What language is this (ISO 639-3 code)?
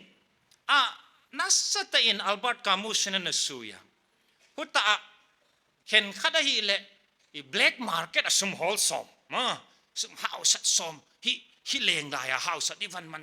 pck